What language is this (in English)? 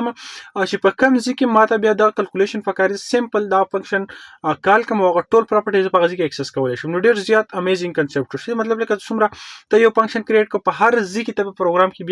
Pashto